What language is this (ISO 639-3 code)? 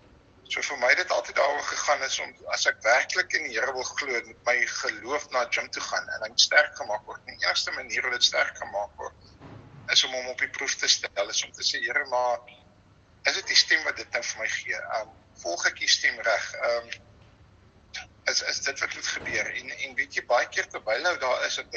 afr